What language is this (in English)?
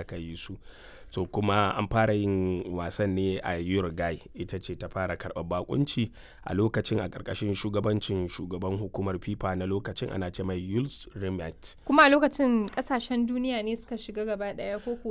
Hausa